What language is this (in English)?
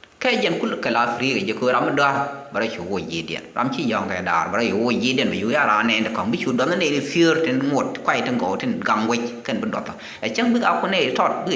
Nuer